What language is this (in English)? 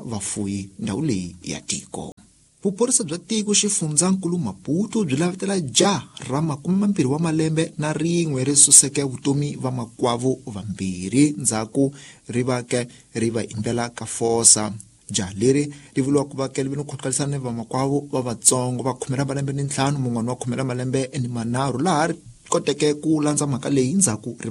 Tsonga